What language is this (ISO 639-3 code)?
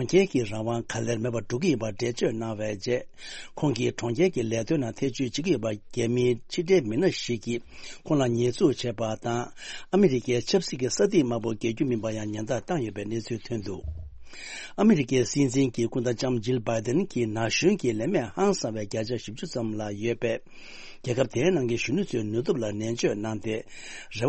bod